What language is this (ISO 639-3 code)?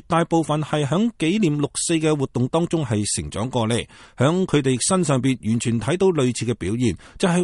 yue